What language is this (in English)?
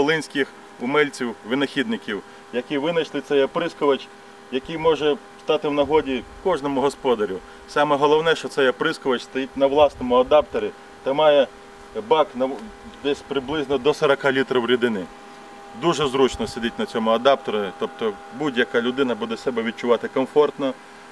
Ukrainian